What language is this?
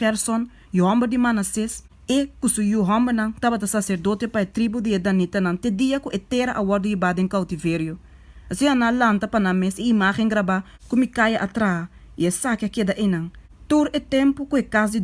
Papiamento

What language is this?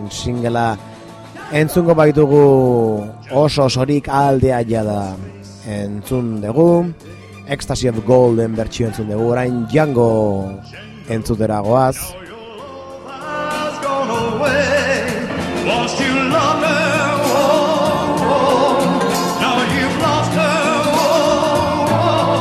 Basque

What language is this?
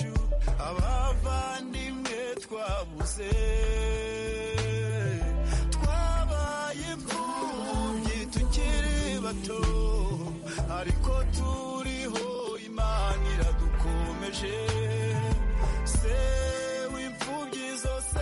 Kinyarwanda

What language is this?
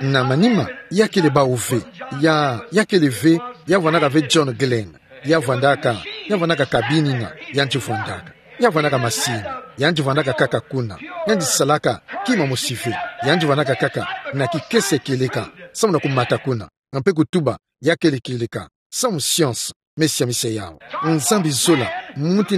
Kituba (Democratic Republic of Congo)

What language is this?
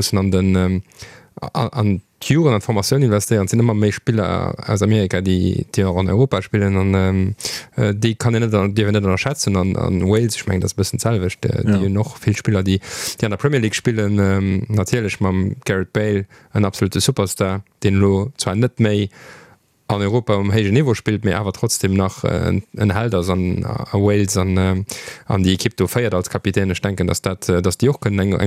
Luxembourgish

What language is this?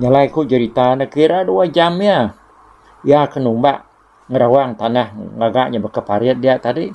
Iban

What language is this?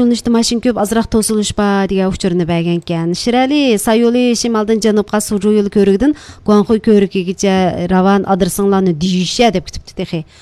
Uyghur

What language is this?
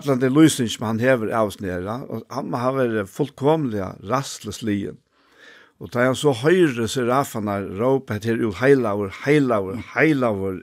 Faroese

